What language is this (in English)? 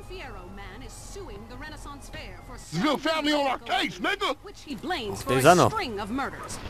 Bavarian